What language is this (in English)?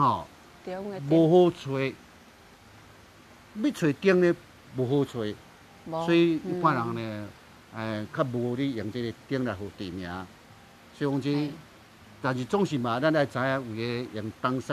Min Nan Chinese